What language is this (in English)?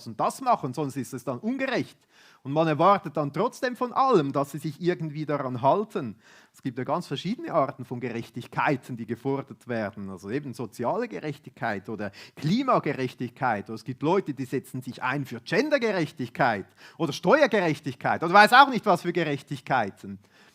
Swiss German